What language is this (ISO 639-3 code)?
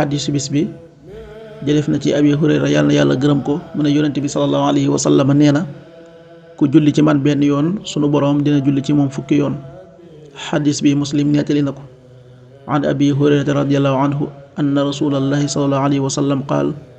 wol